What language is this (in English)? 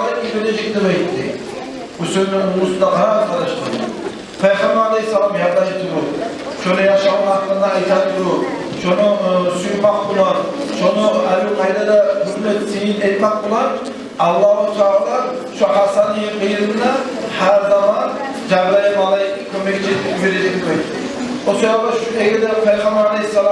Kumyk